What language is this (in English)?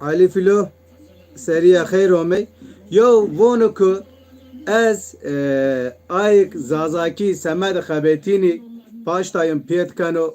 Zaza